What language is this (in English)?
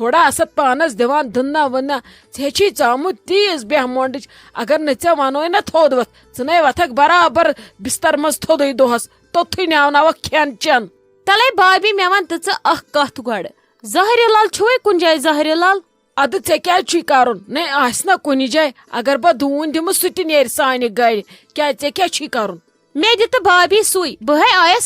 Kashmiri